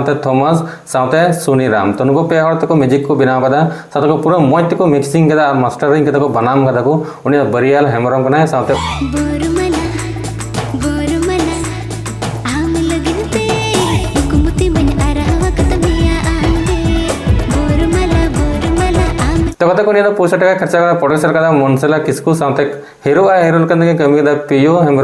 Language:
Santali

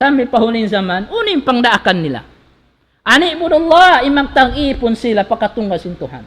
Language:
Tausug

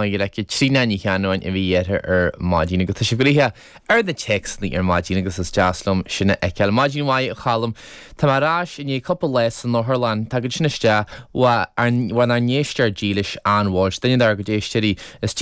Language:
Irish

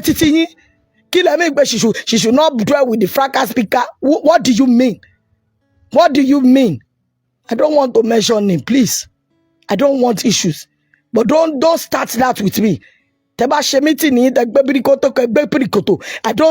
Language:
Yoruba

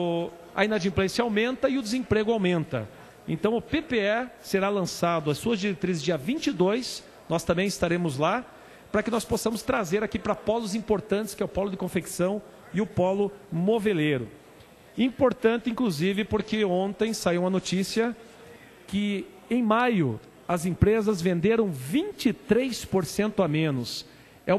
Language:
Portuguese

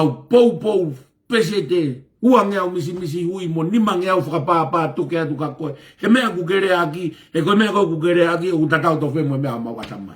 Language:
Tongan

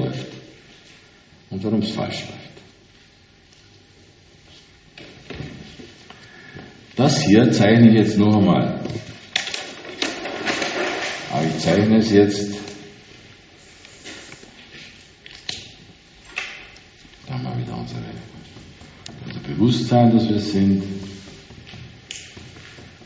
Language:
German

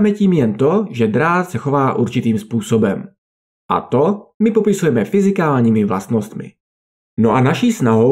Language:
Czech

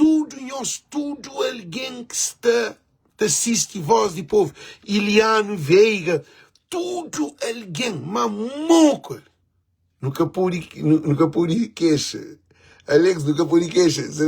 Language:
Kabuverdianu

